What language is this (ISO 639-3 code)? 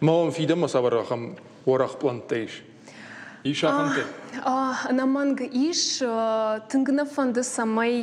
oss